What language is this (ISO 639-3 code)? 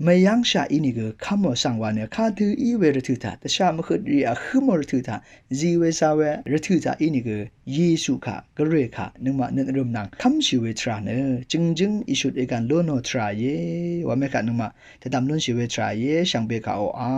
raw